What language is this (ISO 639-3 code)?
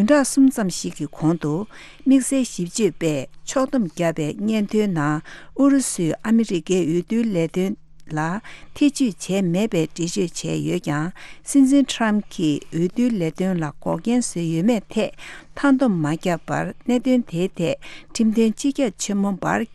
bod